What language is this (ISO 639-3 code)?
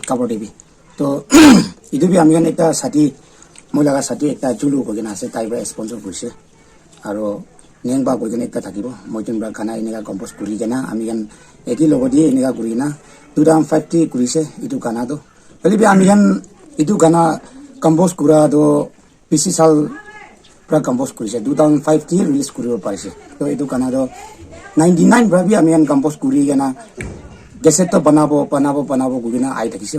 nag